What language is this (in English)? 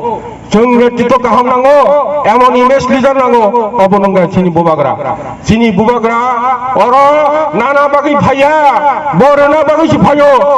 Kok Borok